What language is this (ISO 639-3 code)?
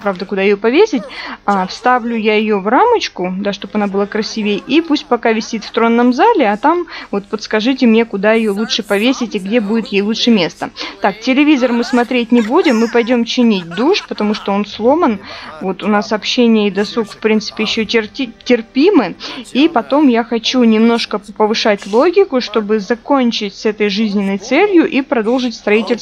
rus